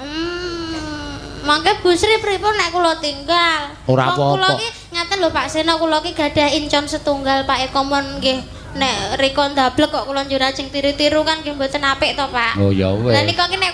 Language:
Javanese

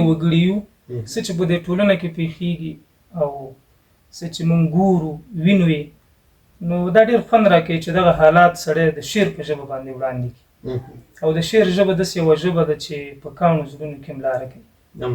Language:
Pashto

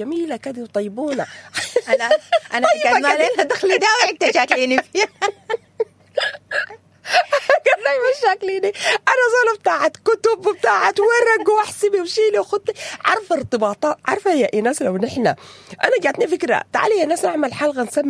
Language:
Sudanese Arabic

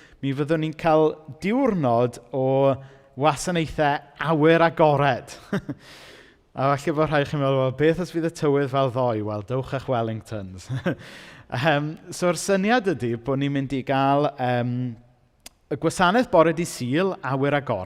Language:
Welsh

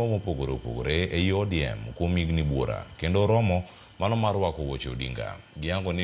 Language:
Luo (Kenya and Tanzania)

